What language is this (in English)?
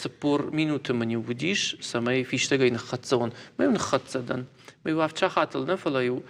Ossetic